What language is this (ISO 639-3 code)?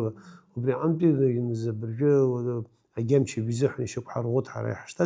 abk